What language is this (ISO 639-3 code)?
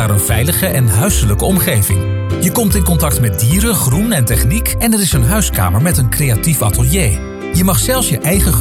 nld